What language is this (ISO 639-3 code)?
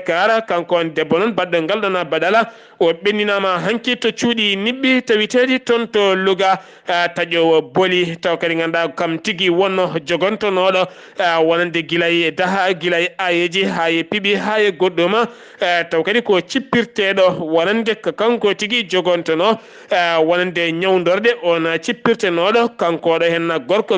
ful